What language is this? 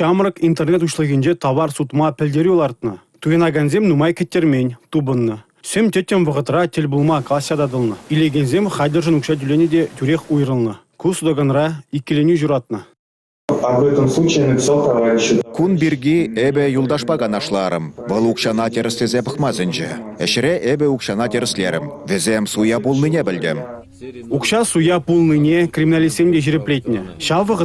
Chuvash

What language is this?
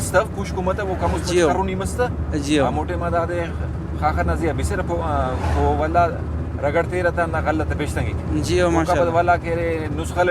Brahui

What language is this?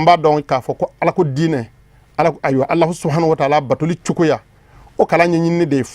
Bambara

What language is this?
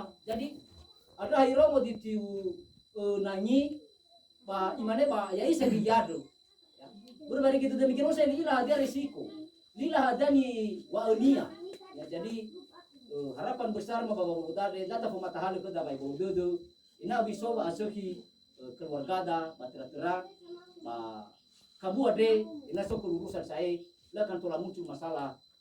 Nias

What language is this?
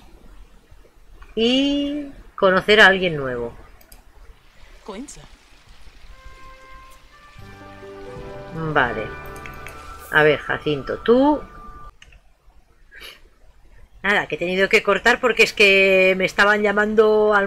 Spanish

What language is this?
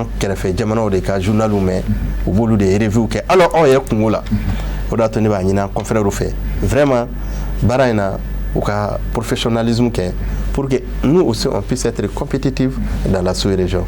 Bambara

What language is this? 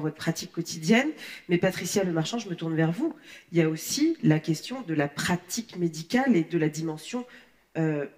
French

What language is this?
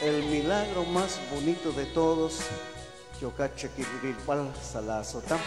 Kekchí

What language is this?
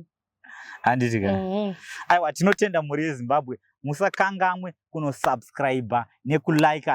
Shona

